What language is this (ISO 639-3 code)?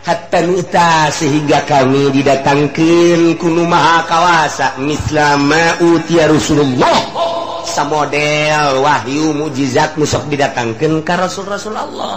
sun